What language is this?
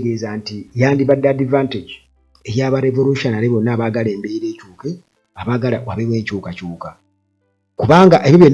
Ganda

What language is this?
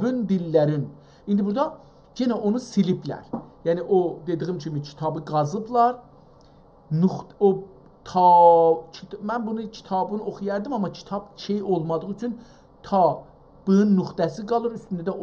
South Azerbaijani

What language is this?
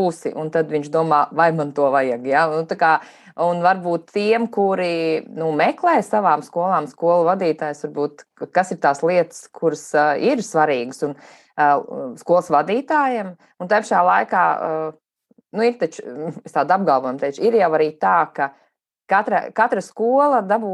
Latvian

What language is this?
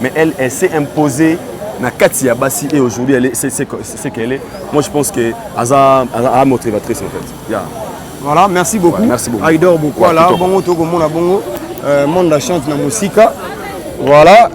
Lingala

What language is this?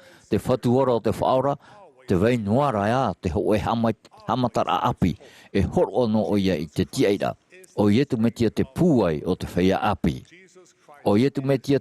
Tahitian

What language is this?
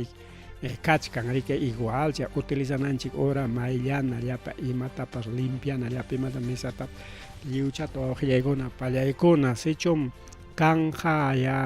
Ayacucho Quechua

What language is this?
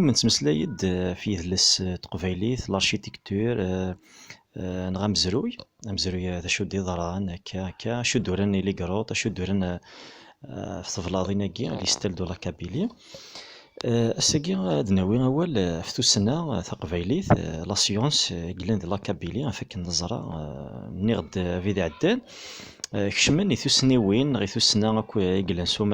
Kabyle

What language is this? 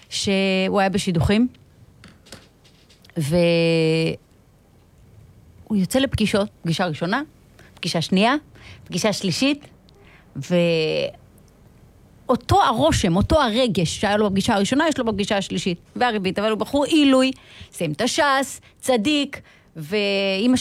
Hebrew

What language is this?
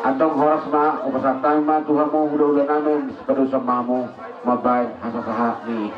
Batak Toba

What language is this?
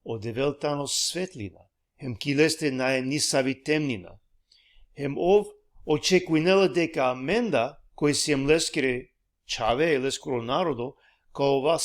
Balkan Romani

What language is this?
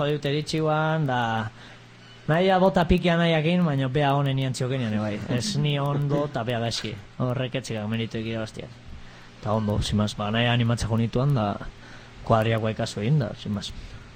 Basque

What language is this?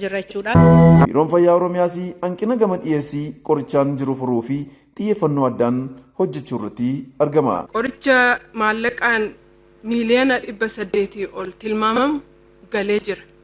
Oromo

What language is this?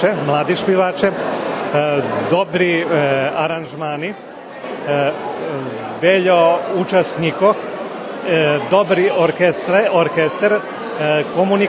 Rusyn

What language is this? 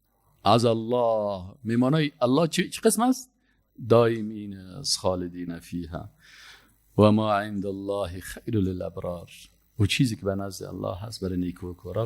Persian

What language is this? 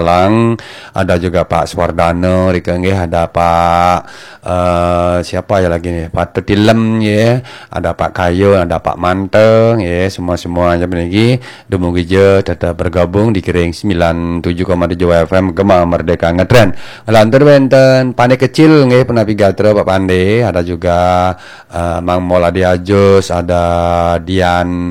Balinese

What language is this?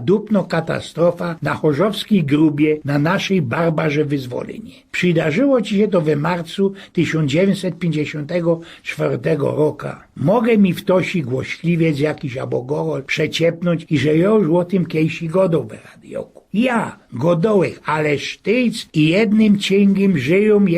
Silesian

